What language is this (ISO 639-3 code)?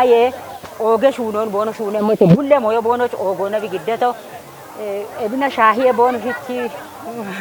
kbr